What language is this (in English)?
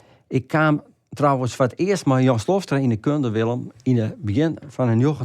Western Frisian